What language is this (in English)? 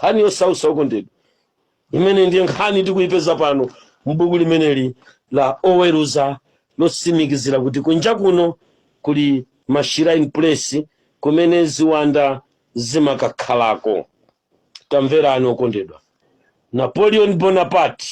Nyanja